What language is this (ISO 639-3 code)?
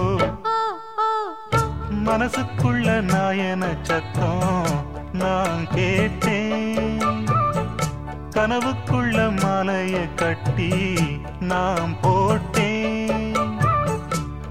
tam